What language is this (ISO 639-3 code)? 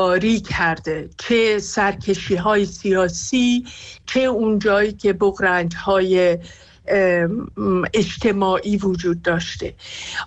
fas